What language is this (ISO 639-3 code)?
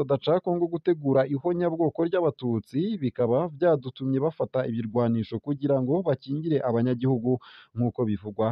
run